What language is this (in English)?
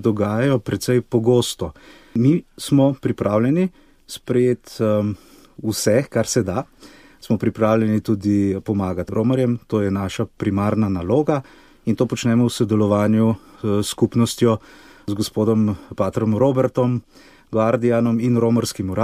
Slovenian